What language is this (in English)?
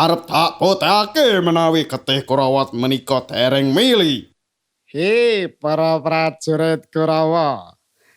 Javanese